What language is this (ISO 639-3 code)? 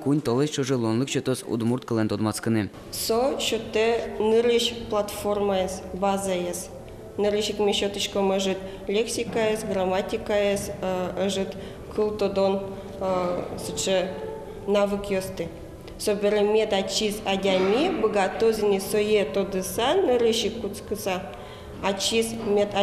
udm